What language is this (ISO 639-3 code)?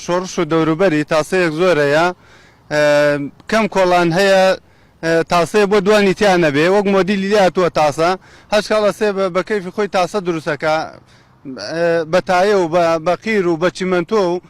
ckb